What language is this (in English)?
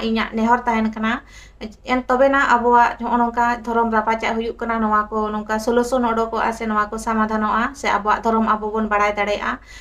Santali